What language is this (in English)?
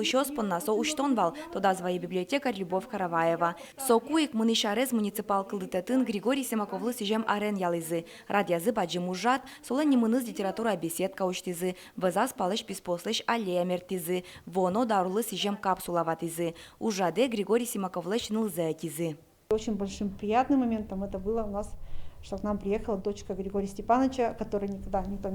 Udmurt